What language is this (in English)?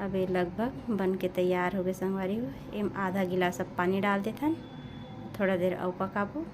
Chhattisgarhi